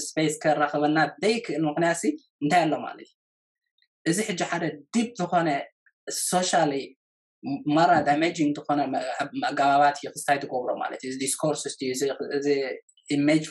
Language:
Tigrinya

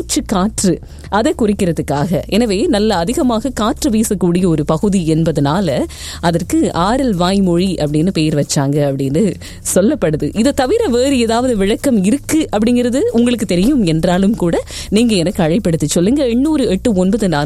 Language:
Tamil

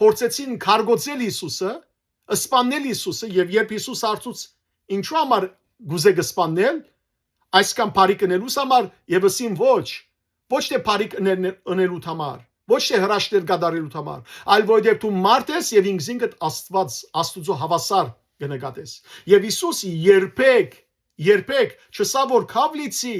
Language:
Western Armenian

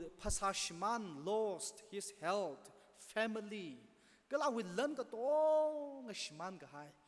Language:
Tangkhul Naga (India)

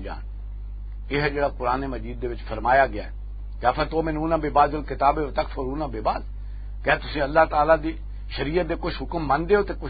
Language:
Western Panjabi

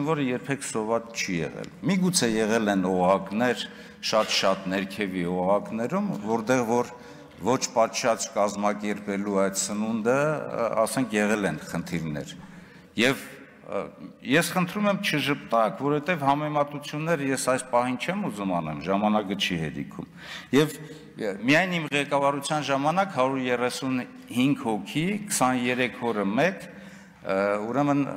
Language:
Armenian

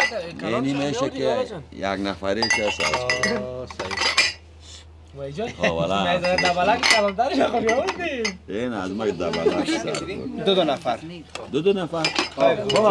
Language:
Persian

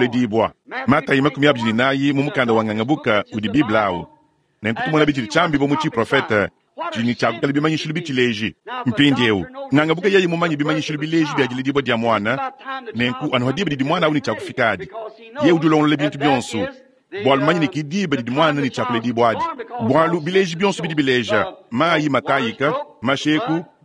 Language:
Luba-Lulua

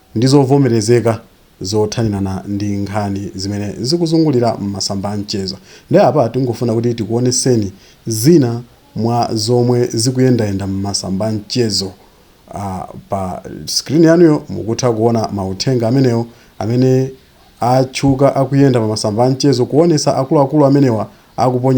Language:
Nyanja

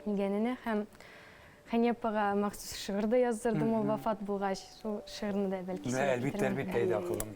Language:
Bashkir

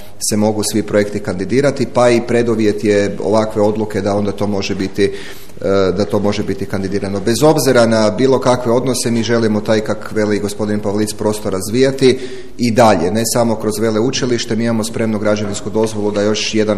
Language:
Croatian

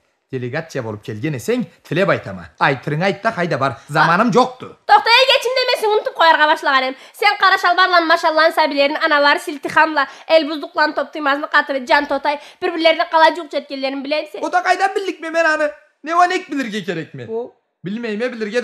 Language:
Karachay-Balkar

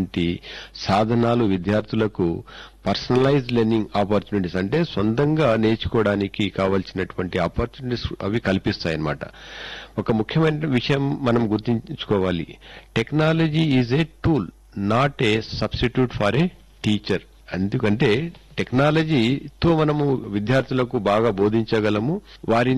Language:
Telugu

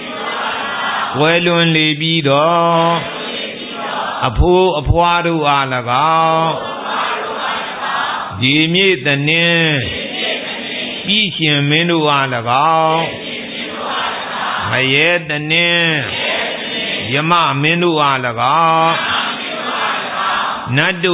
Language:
Burmese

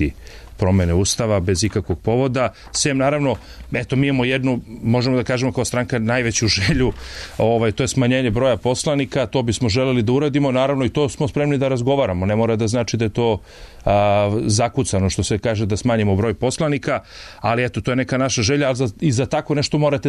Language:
Serbian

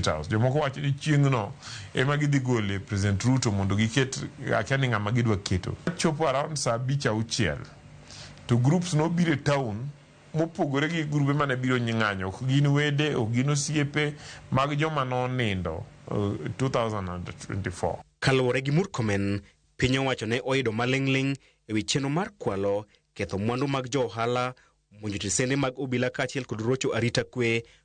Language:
Luo (Kenya and Tanzania)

